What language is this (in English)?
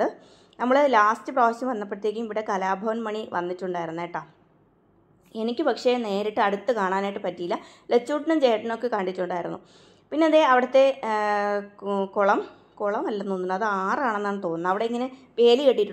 Malayalam